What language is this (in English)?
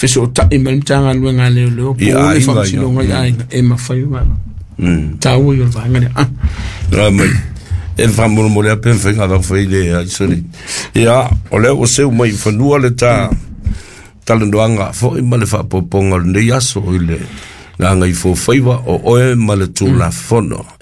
Samoan